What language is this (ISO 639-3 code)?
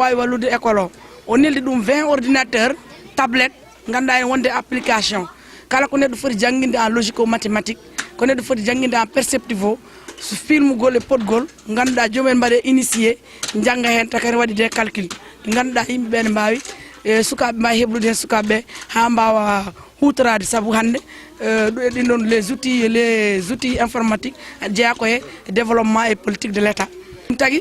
ful